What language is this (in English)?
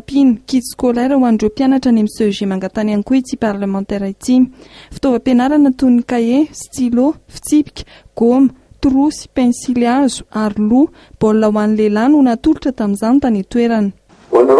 Malagasy